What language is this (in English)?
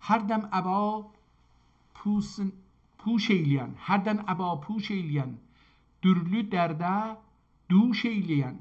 South Azerbaijani